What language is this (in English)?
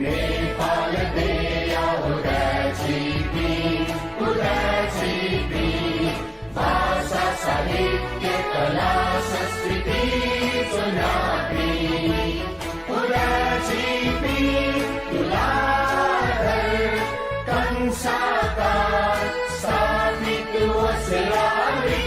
Newari